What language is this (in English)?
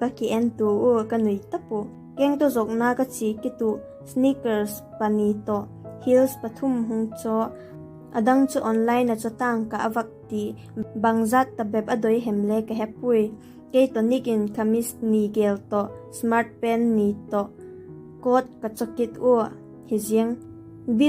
Vaiphei